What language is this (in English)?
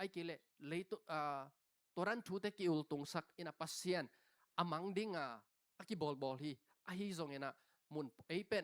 Tedim Chin